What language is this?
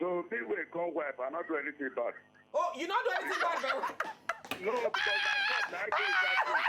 Nigerian Pidgin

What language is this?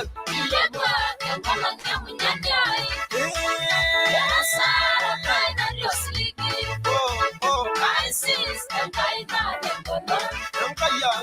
Masai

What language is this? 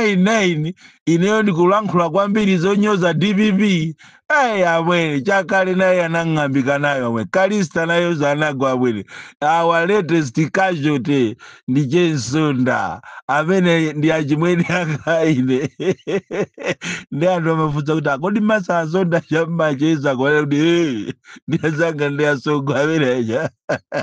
Nyanja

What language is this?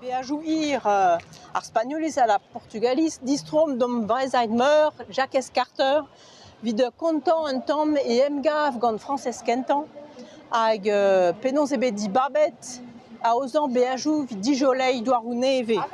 Breton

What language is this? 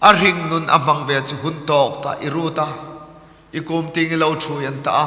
Hmar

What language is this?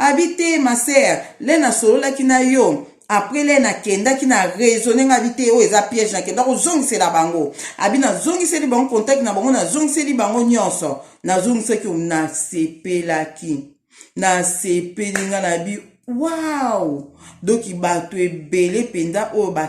Lingala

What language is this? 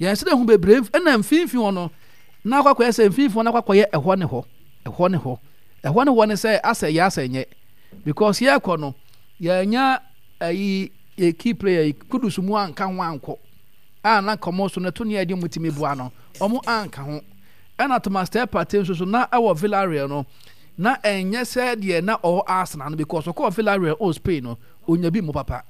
Akan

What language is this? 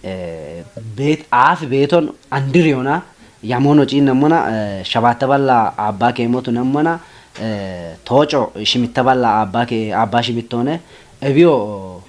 Kafa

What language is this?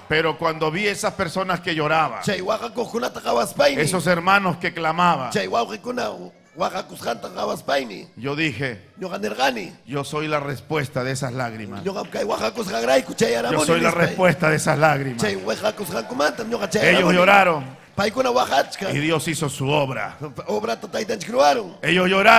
Ayacucho Quechua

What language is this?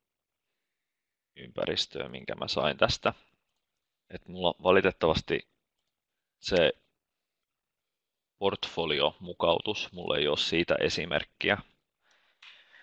Finnish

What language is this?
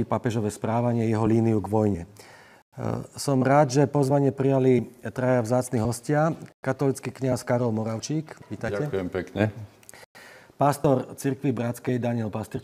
Slovak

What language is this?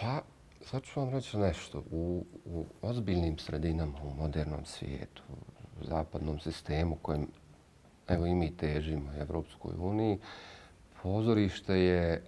Bosnian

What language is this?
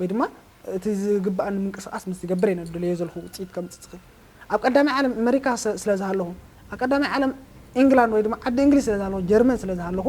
Tigrinya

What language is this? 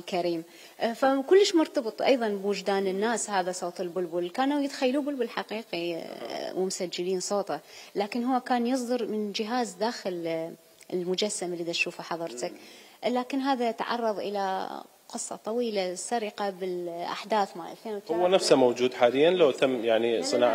Mesopotamian Arabic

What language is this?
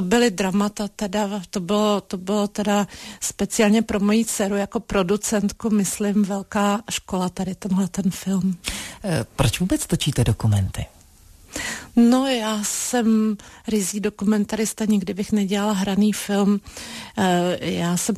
Czech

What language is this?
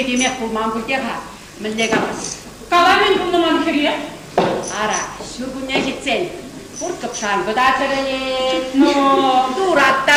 Chuvash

